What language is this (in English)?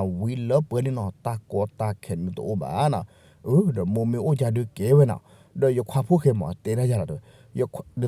S'gaw Karen